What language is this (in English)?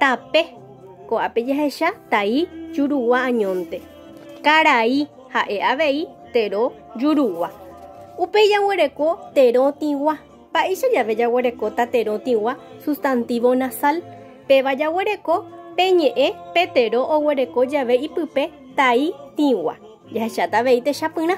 Guarani